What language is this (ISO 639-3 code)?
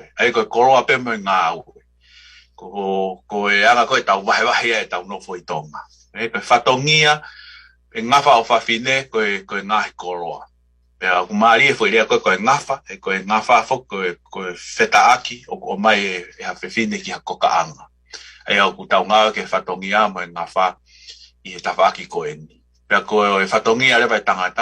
ton